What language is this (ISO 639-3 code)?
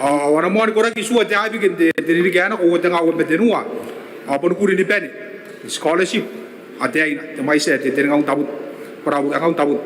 gil